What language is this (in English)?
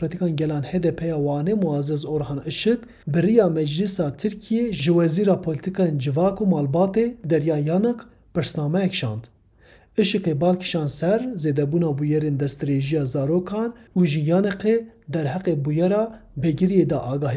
Kurdish